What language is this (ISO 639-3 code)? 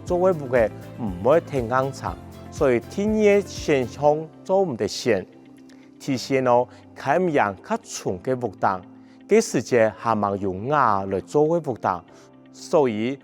hak